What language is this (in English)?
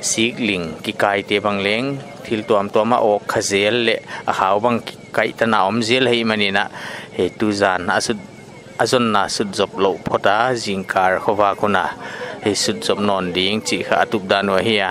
Paite Chin